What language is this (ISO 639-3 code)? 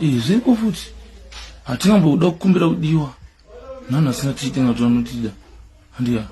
sna